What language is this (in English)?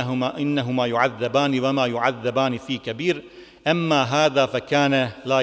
Bosnian